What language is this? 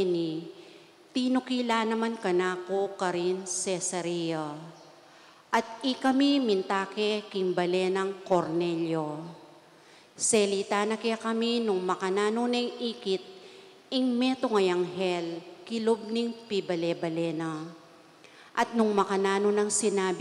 Pampanga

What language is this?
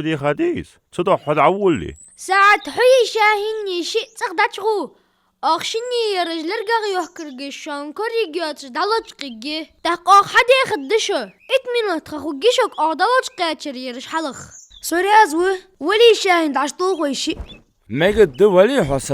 Ingush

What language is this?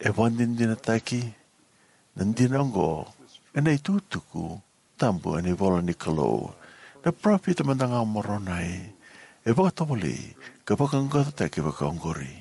Fijian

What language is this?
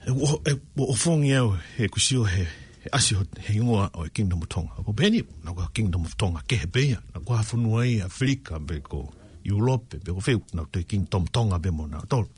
Tongan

